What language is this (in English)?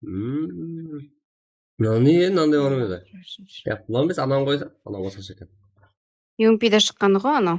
Kara-Kalpak